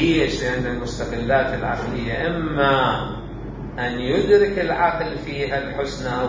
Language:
Mesopotamian Arabic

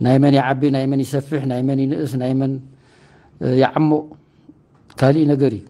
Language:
Tigrinya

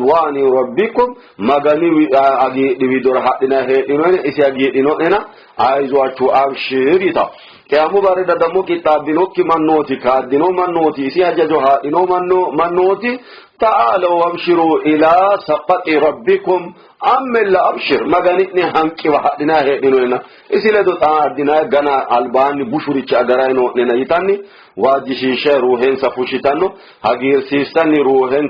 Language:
Sidamo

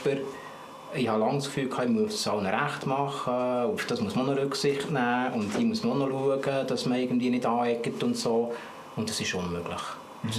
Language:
Swiss German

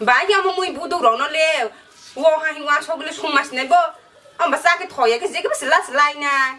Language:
Kok Borok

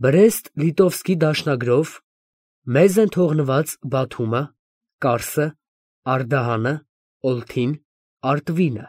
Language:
Armenian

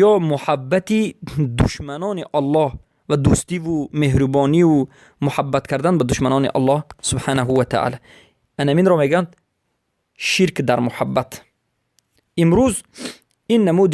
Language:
Persian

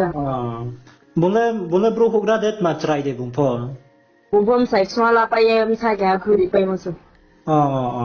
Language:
Riang (India)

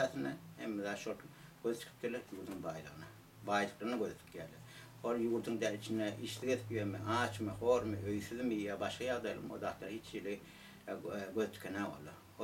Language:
Turkmen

